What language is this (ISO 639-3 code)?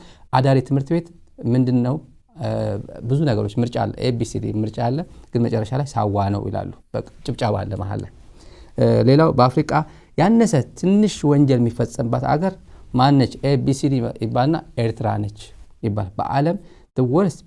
amh